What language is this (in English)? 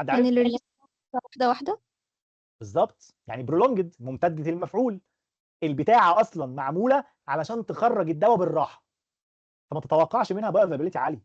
Egyptian Arabic